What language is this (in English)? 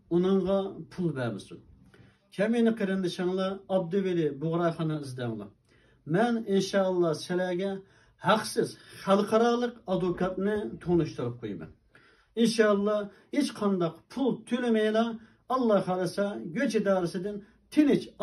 Uyghur